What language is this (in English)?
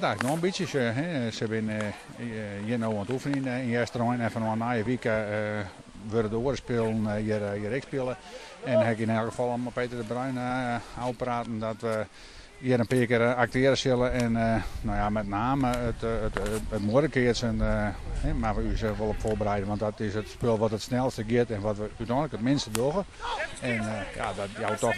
Western Frisian